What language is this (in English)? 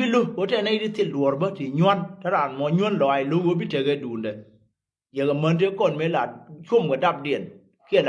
Nuer